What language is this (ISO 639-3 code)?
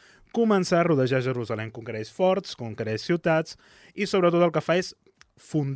cat